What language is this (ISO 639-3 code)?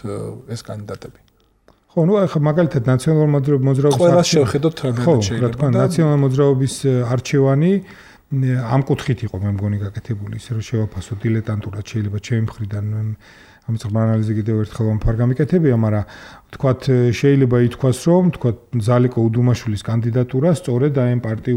kat